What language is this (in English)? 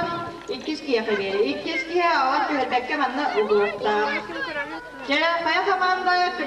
Yakut